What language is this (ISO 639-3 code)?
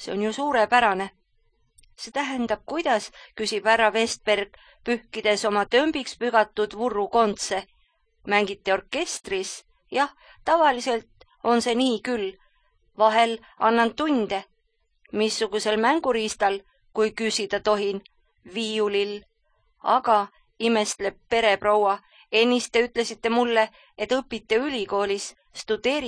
est